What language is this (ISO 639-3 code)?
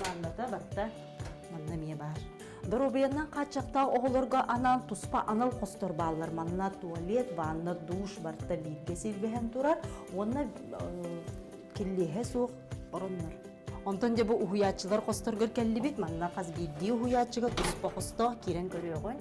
sah